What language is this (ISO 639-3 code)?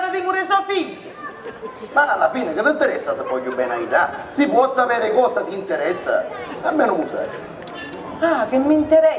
scn